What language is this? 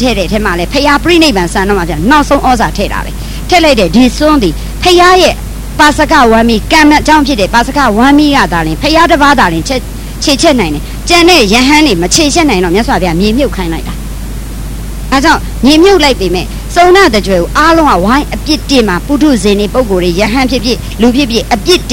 Burmese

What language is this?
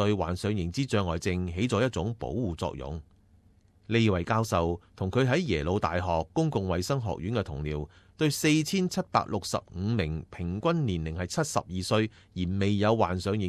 Cantonese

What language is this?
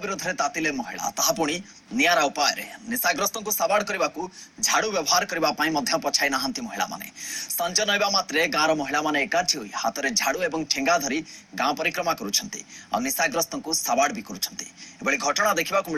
Odia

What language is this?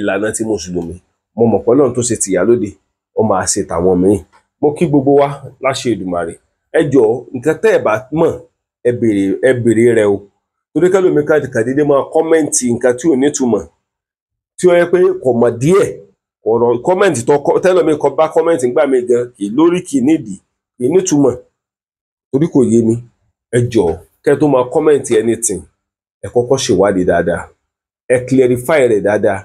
Yoruba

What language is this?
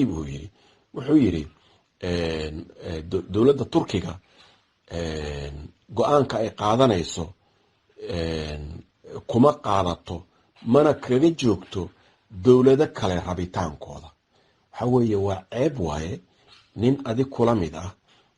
Somali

